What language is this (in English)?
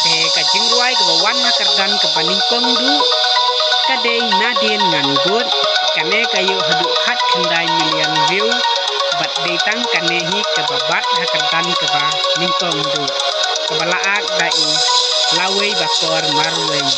Khasi